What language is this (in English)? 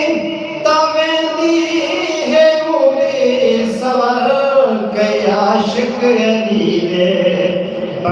Saraiki